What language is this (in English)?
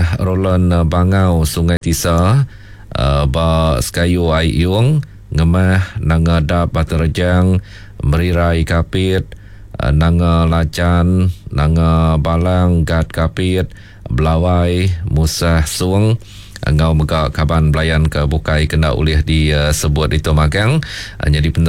Iban